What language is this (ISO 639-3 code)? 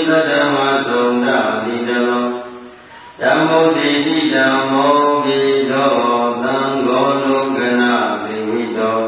mya